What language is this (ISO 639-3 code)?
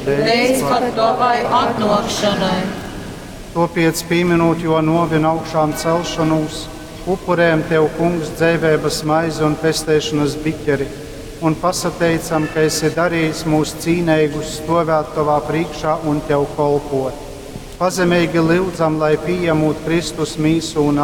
ltg